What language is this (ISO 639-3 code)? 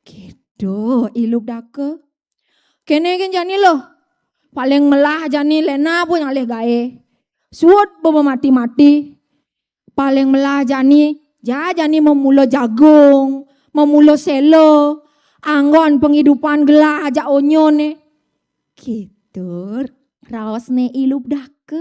ban